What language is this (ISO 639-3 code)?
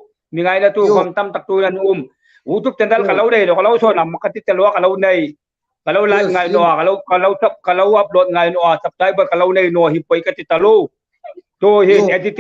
hmr